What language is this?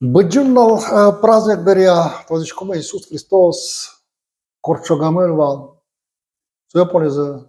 Udmurt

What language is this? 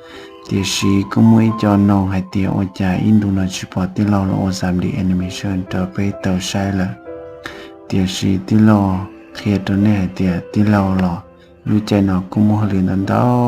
Hmong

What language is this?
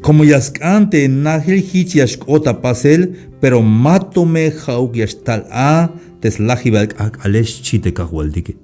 Tzeltal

